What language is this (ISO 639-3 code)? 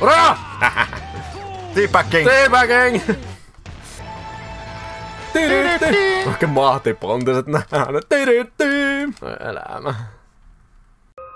fin